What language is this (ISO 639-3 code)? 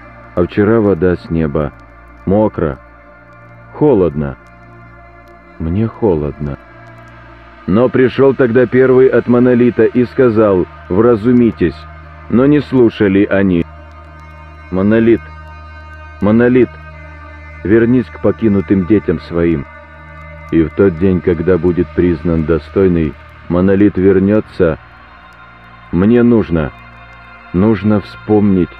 rus